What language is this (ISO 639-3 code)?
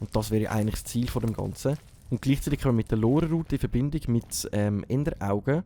gsw